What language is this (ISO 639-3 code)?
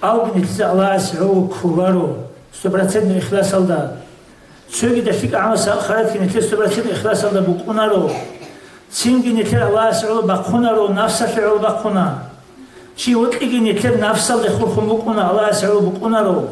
ava